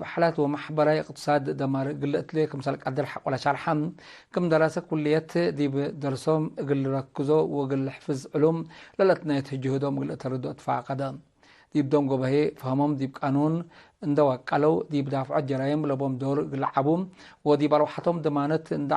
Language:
Tigre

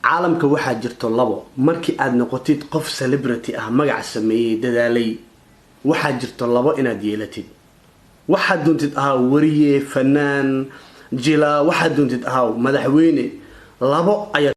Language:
Somali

